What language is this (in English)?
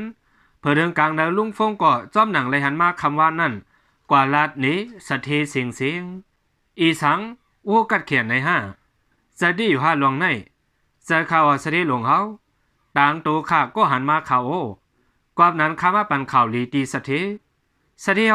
Shan